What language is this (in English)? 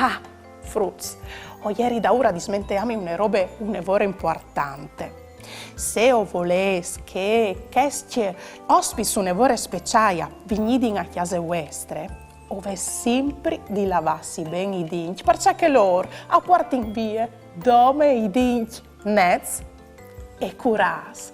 Friulian